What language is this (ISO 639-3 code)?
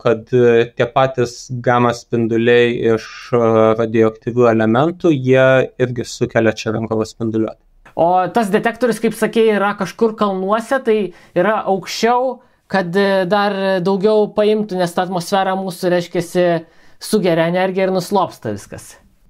lit